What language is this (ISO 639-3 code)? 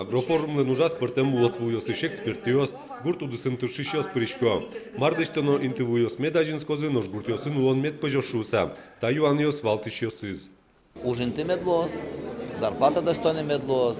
udm